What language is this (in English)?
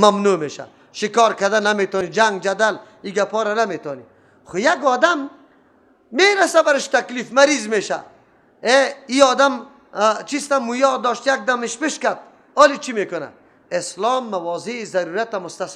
Persian